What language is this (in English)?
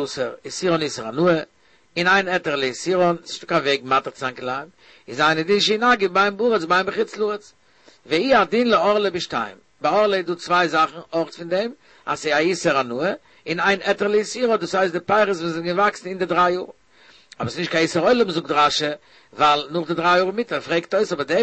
Yiddish